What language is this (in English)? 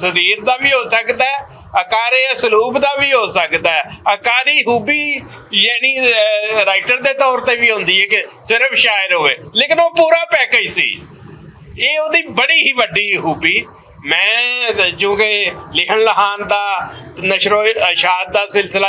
Western Panjabi